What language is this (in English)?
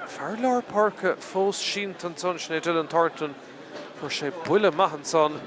Irish